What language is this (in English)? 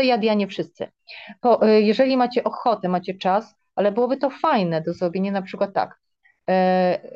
Polish